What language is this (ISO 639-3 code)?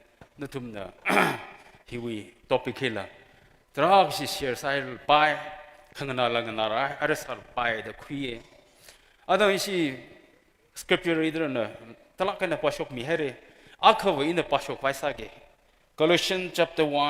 nmf